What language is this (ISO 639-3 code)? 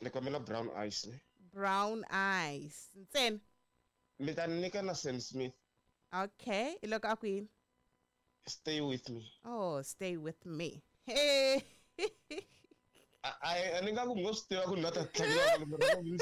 tso